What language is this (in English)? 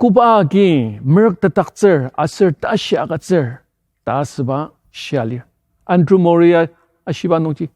Ao Naga